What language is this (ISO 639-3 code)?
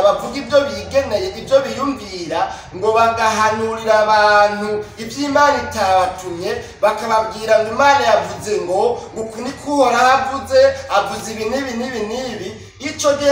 run